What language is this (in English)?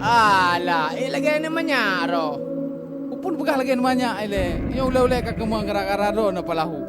Achinese